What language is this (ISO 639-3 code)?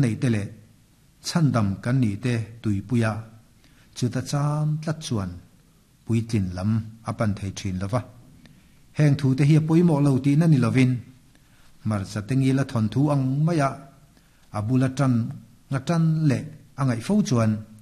lus